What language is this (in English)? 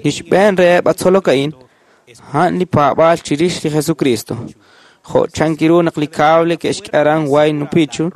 Kekchí